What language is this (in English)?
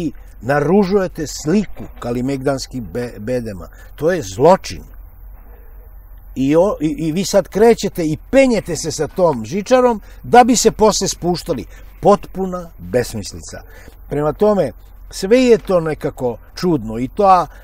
Serbian